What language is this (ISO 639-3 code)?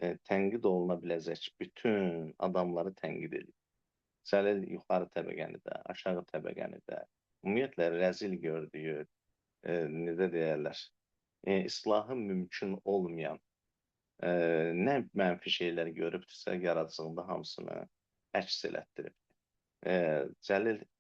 aze